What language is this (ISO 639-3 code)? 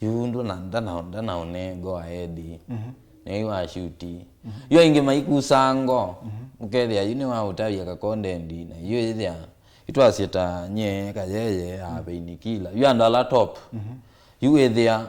kam